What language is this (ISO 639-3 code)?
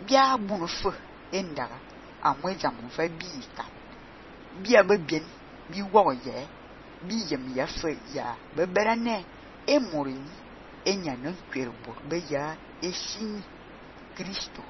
fan